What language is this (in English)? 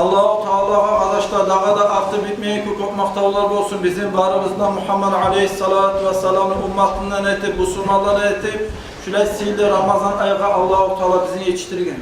Kumyk